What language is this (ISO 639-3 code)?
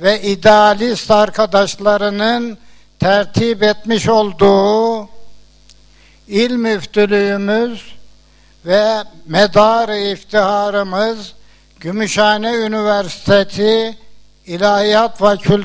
tur